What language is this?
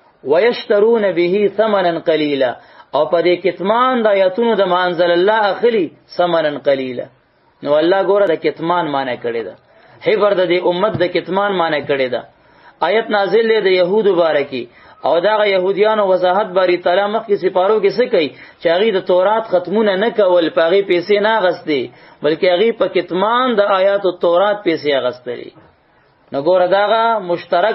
Pashto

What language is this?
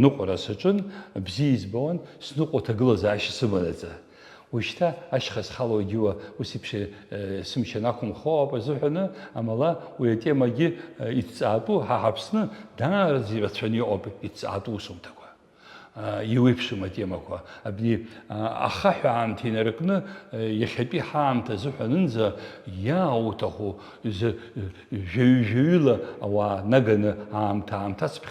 Abkhazian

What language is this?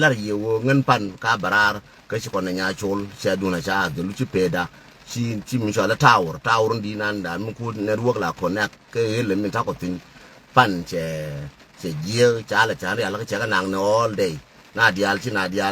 Nuer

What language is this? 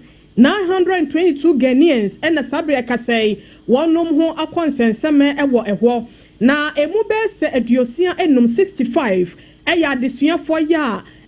Akan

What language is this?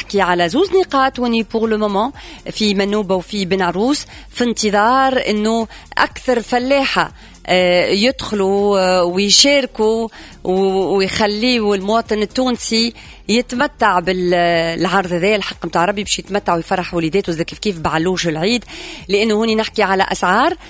Tunisian Arabic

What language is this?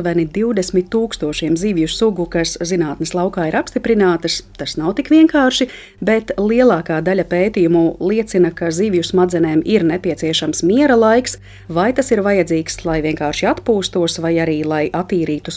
Latvian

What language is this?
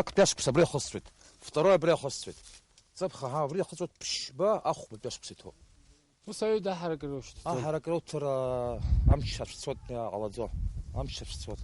Abkhazian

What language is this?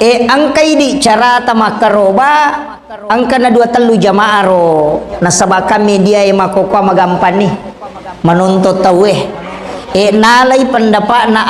Buginese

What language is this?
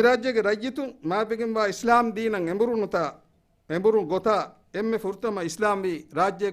Divehi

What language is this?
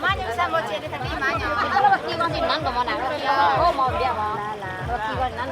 Minangkabau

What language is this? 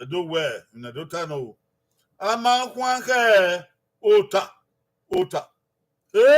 Bini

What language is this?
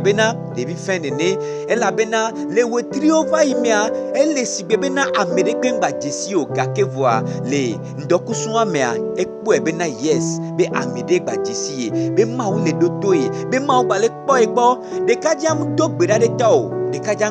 Gen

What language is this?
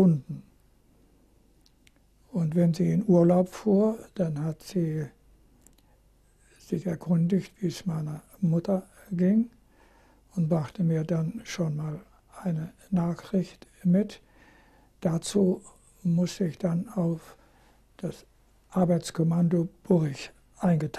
German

